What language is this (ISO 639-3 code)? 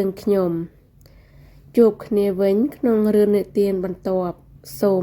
khm